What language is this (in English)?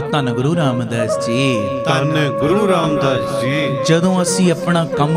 Punjabi